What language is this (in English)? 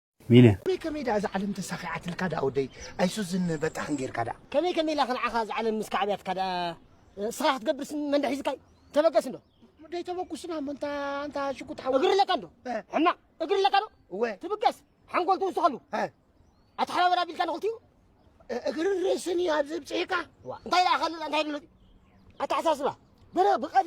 Tigrinya